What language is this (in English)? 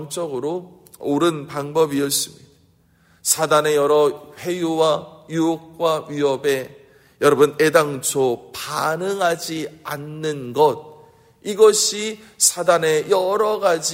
Korean